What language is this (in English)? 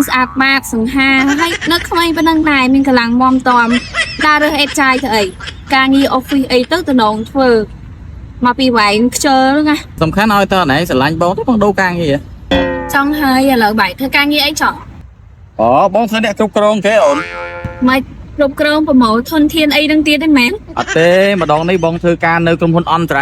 Khmer